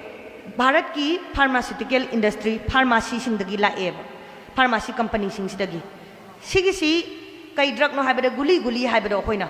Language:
Manipuri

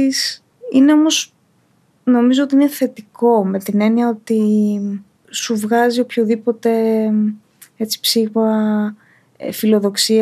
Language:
Greek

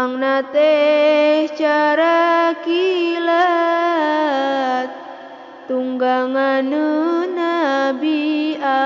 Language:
Sundanese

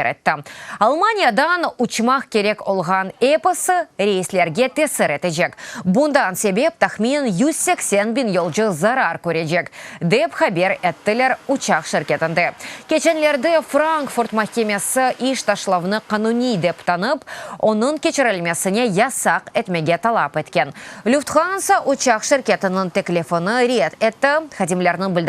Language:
Crimean Tatar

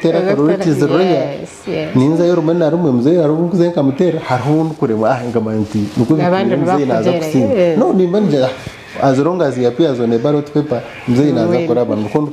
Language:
Nyankole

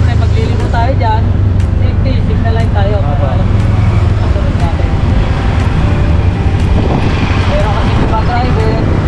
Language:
Filipino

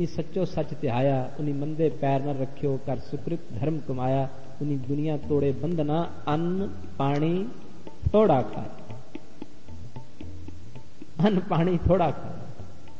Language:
Punjabi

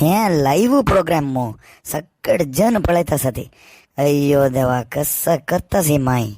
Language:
Konkani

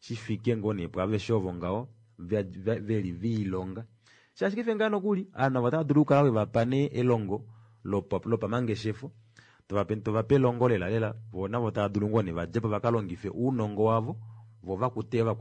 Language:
Kuanyama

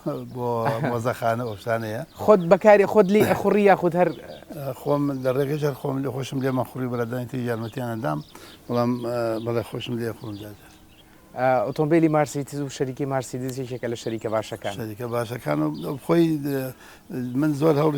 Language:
Central Kurdish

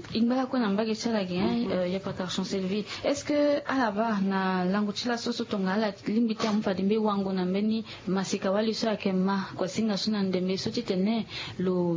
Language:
Sango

